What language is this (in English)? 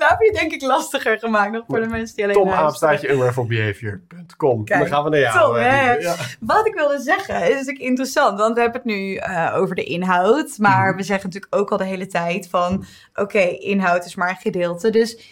Dutch